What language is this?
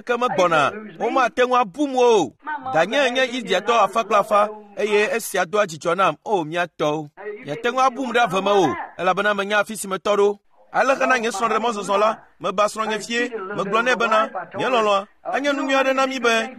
Ewe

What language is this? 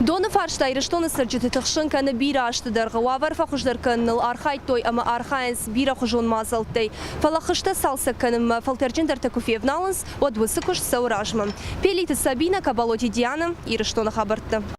Ossetic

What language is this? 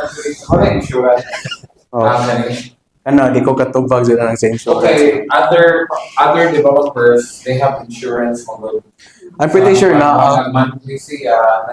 Cebuano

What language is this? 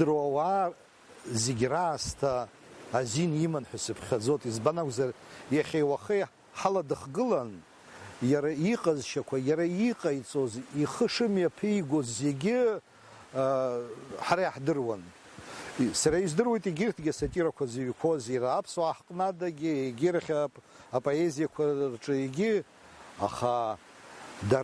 Abkhazian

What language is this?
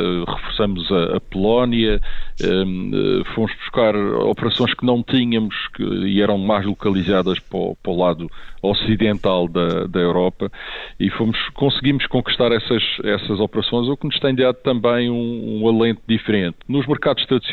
Portuguese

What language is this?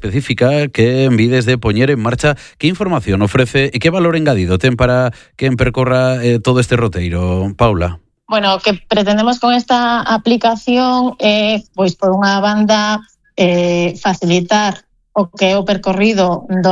Galician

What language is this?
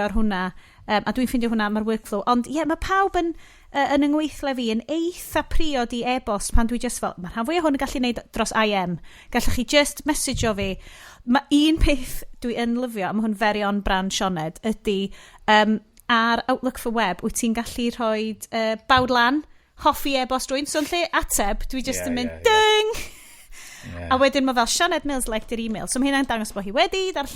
Welsh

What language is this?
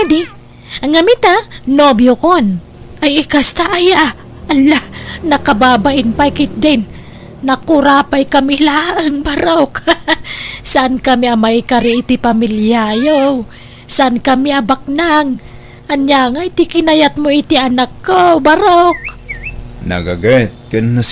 Iloko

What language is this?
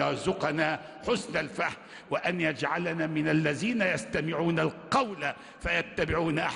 Arabic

